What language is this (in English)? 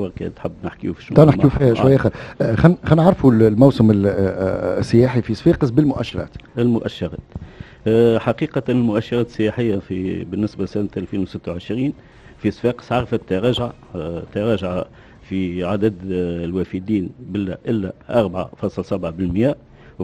Tunisian Arabic